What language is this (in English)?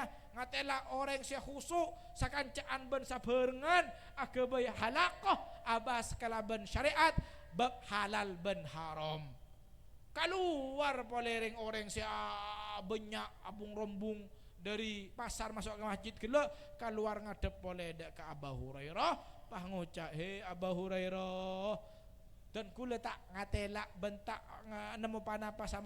Madurese